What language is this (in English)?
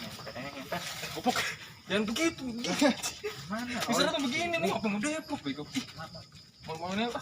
Betawi